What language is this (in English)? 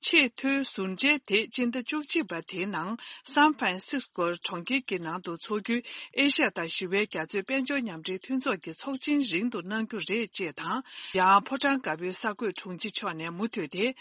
Tibetan